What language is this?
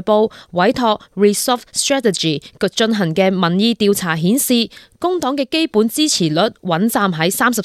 Cantonese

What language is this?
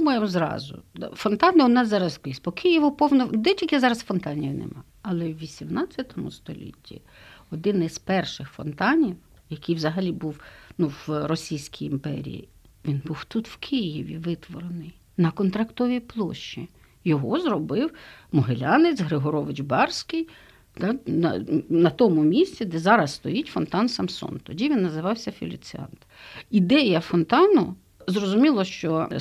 Ukrainian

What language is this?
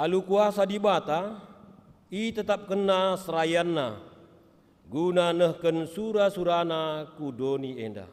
Batak Karo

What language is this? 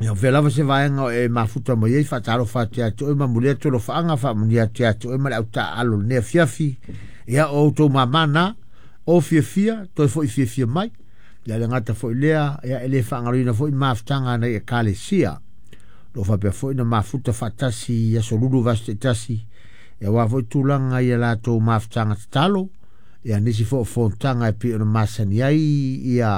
Samoan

